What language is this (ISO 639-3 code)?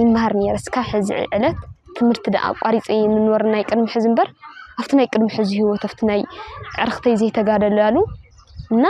tir